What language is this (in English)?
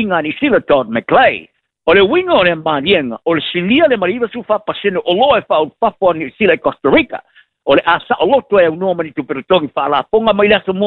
Samoan